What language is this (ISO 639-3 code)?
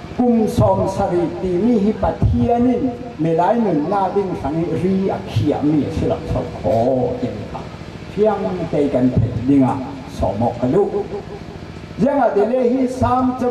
cfm